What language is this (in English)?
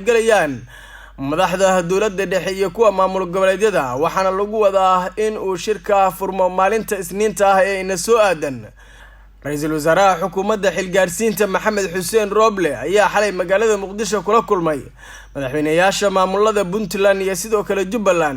Somali